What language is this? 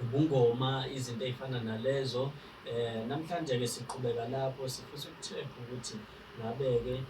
Zulu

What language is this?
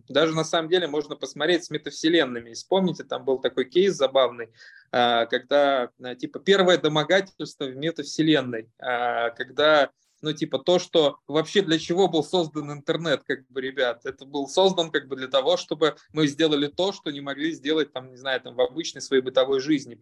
Russian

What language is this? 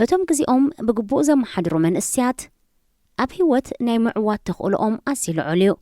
Tigrinya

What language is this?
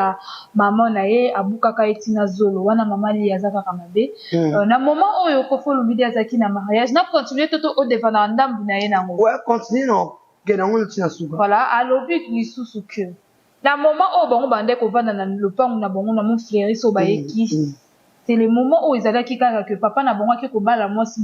Lingala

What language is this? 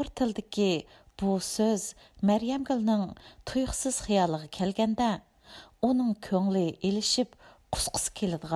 Uyghur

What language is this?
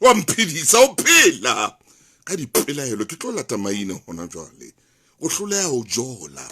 Southern Sotho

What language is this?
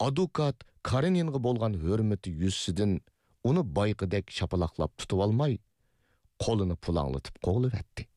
Uyghur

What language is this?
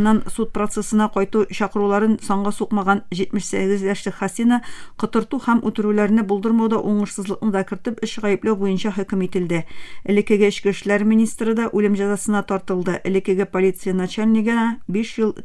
Tatar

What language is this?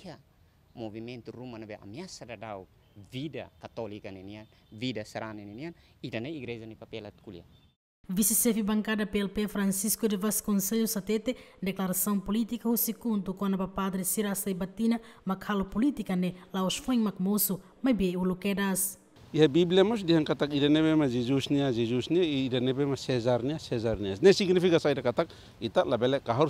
Tetum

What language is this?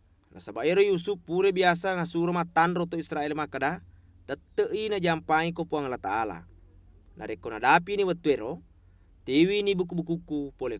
Buginese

